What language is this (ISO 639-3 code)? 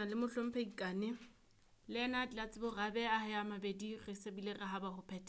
sot